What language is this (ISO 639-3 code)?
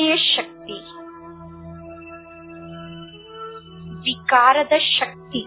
kan